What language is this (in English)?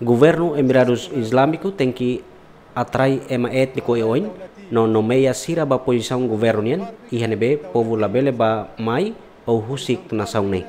Tetum